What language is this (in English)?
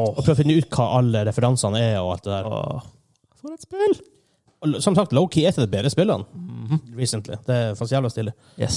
Norwegian